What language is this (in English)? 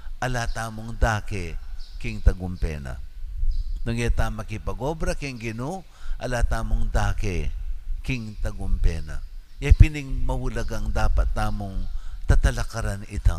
Pampanga